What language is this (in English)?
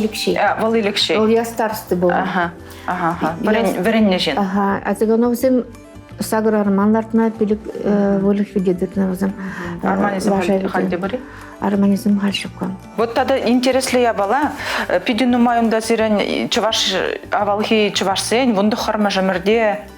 Chuvash